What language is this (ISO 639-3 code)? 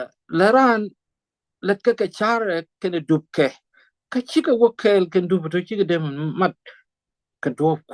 nus